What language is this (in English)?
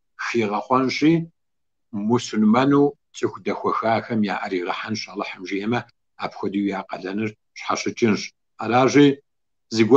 Kabardian